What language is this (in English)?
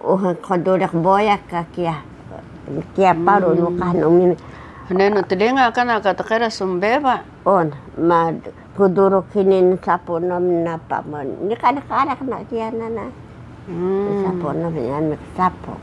Taroko